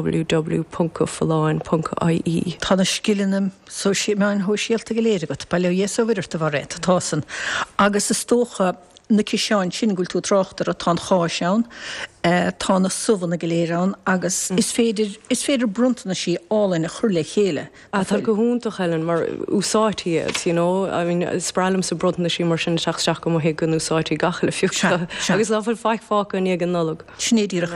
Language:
Irish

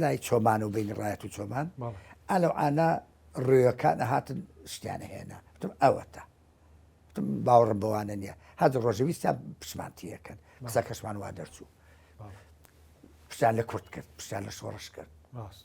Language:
Central Kurdish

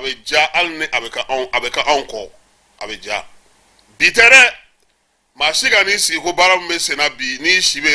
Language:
Bambara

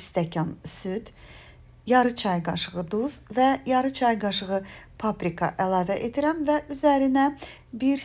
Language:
Azerbaijani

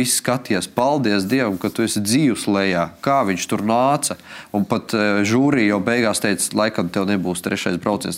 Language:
Latvian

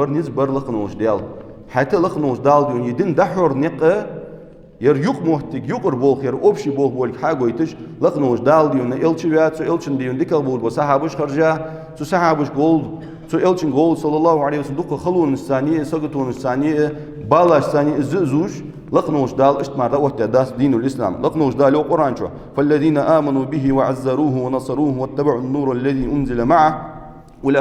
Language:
Ingush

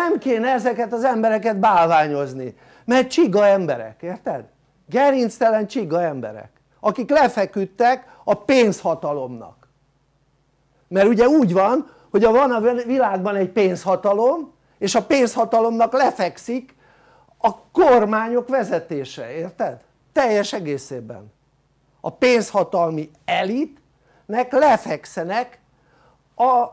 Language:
Hungarian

